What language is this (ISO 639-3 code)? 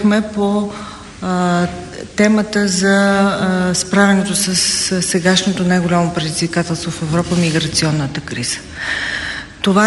bul